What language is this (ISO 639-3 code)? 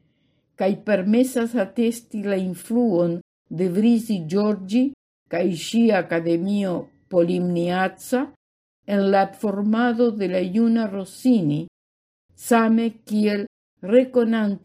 epo